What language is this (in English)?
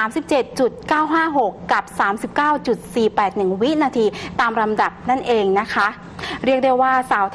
Thai